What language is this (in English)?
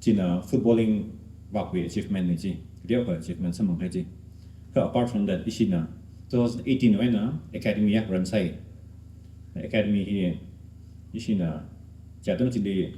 Tangkhul Naga (India)